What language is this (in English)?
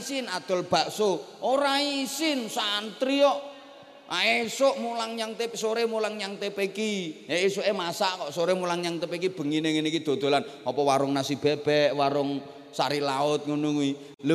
Javanese